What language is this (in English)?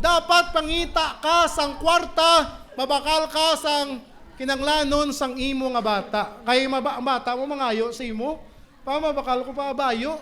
Hiligaynon